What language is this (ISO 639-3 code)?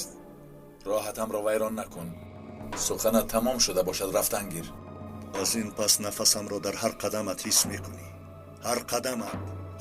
tgk